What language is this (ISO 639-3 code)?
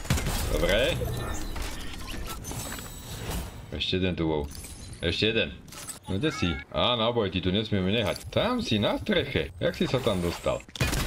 slk